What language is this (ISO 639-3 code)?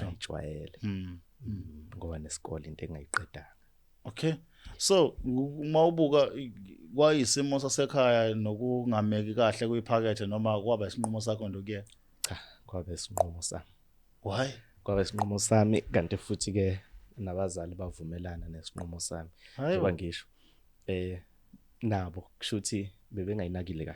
zul